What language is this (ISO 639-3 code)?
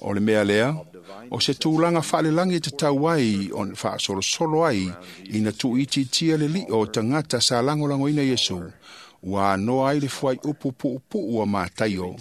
smo